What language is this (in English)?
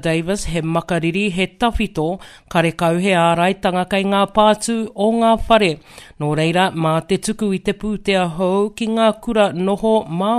Māori